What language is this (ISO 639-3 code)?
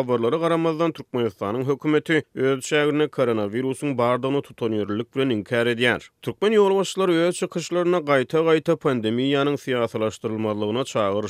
tuk